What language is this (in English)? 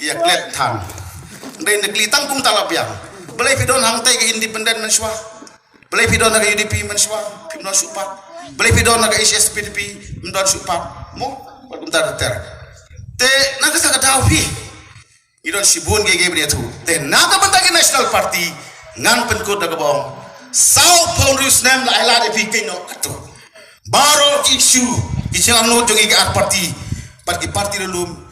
Khasi